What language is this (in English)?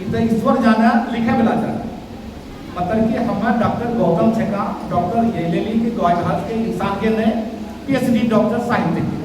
Angika